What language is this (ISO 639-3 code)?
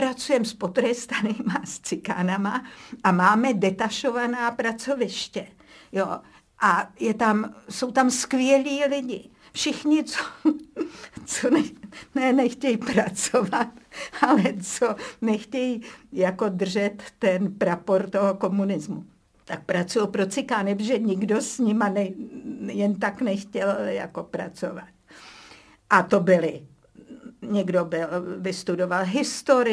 ces